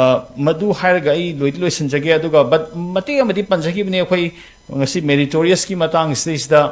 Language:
Manipuri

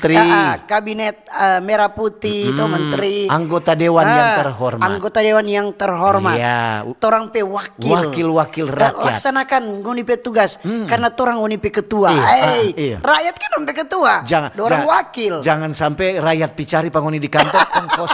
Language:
Manado Malay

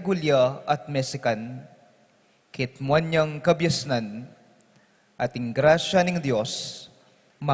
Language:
Pampanga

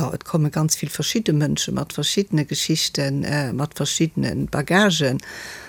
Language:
Luxembourgish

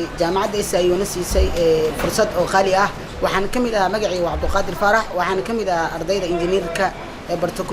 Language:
Somali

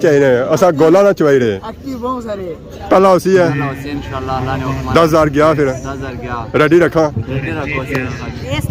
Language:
Pahari-Potwari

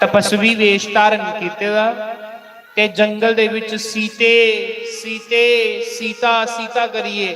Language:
Dogri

